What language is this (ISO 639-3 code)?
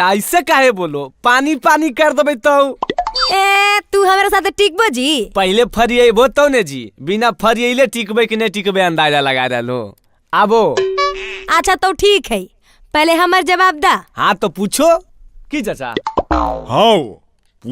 mag